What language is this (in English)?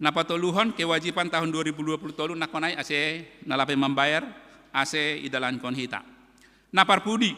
Batak Simalungun